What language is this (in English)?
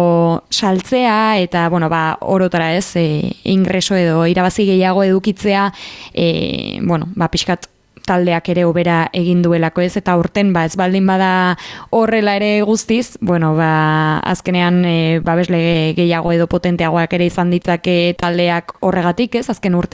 Basque